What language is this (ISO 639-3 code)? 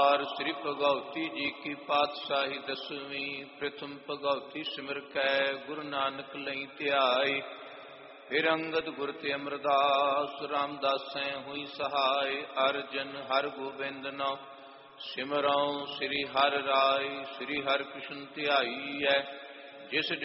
pan